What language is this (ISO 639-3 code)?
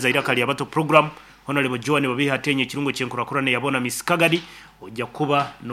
nyn